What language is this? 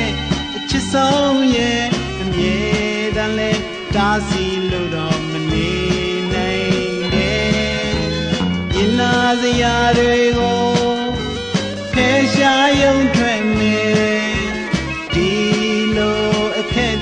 Burmese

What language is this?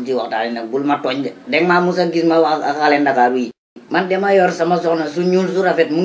Wolof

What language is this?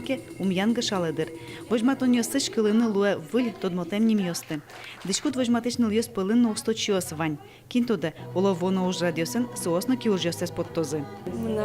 Udmurt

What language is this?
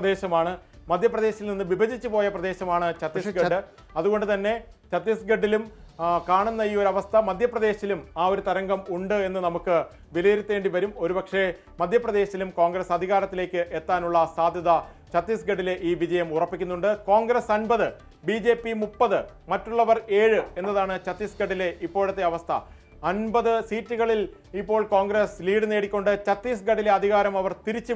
Malayalam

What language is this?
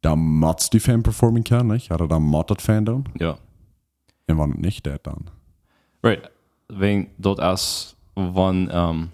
Plautdietsch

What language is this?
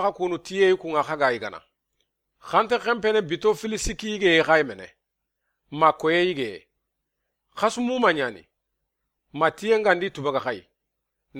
Soninke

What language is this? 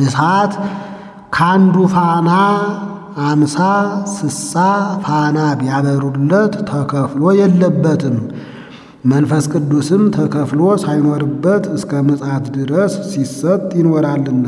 Amharic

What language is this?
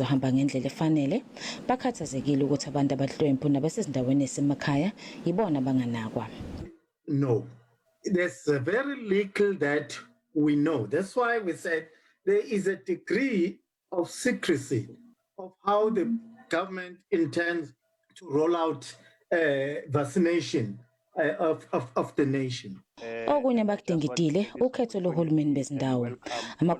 Zulu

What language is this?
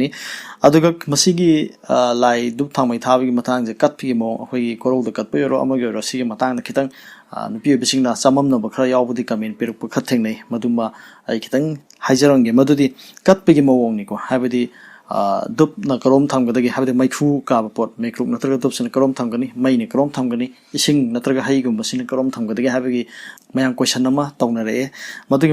Manipuri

